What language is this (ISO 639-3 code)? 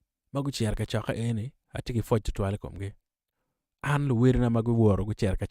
ach